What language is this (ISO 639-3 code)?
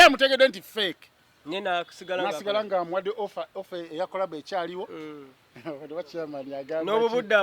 lug